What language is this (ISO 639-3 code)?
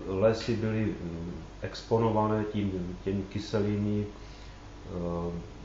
ces